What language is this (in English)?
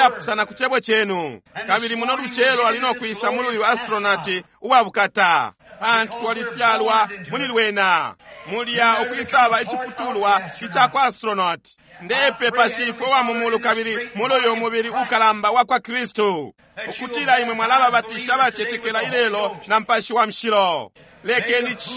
Bemba